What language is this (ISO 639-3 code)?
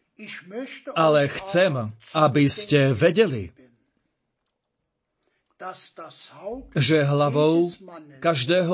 slk